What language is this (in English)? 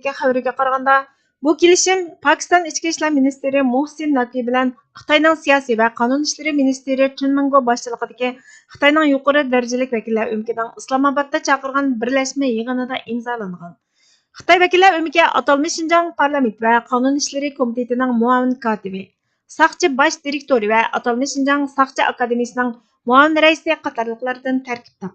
Uyghur